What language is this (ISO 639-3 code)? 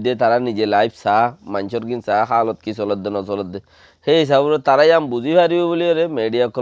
rhg